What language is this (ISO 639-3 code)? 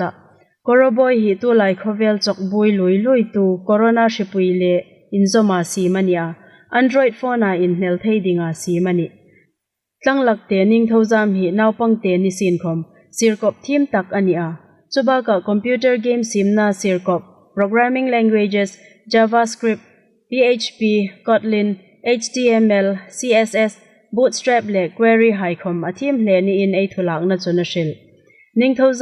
hmr